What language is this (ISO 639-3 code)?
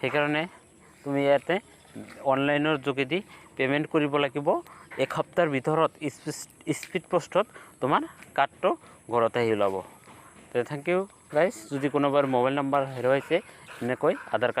asm